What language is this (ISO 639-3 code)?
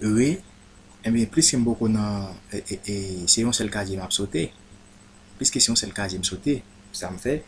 hat